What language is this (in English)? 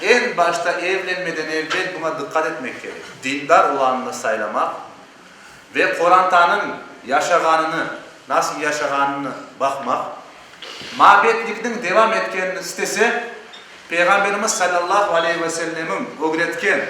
Crimean Tatar